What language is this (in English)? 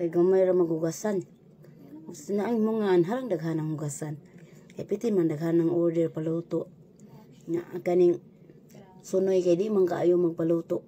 Cebuano